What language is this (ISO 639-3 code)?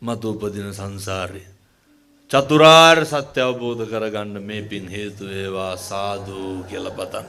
sin